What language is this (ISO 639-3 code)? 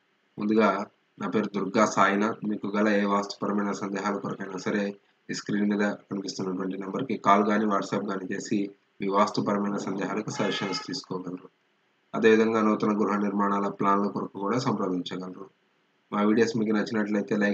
tel